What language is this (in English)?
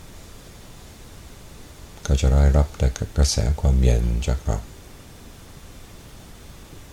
Thai